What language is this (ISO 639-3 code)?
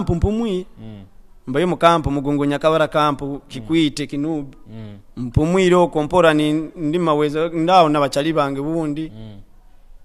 nyo